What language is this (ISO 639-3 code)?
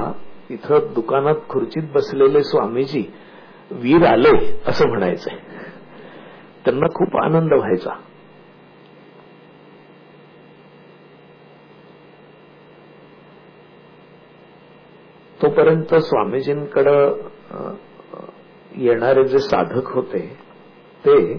mar